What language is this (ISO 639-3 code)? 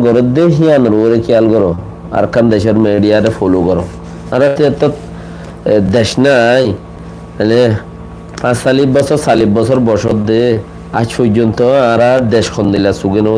rhg